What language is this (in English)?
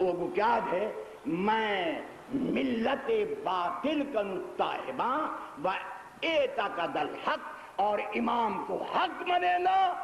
Saraiki